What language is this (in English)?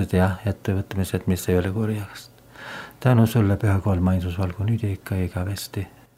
Estonian